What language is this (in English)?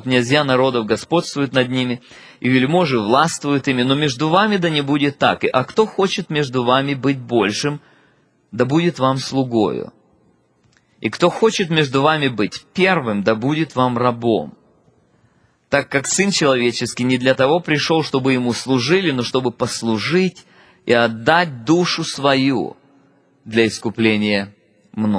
Russian